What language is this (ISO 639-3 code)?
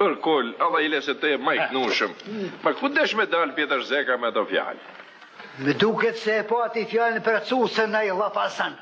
sqi